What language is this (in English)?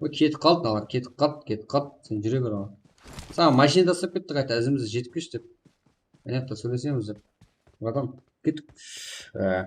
Kara-Kalpak